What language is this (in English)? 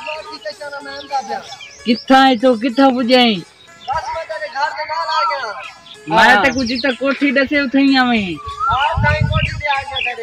Saraiki